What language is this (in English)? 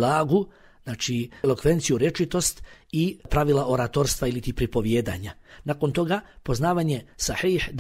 Bosnian